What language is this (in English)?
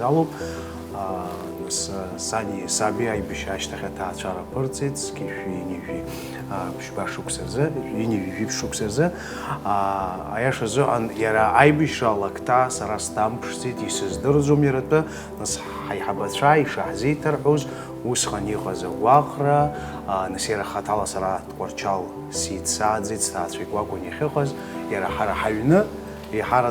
Abkhazian